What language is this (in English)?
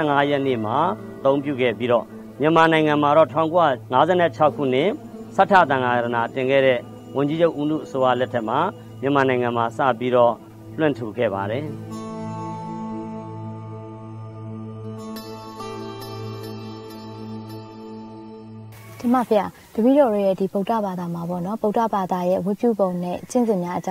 Burmese